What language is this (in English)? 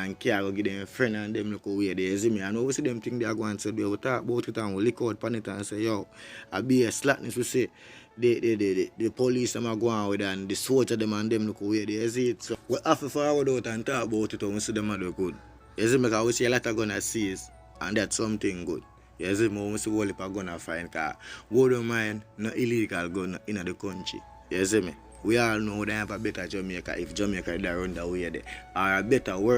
Jamaican Creole English